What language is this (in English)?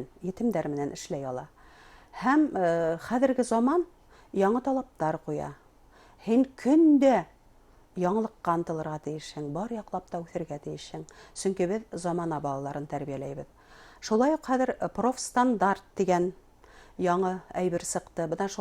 Bashkir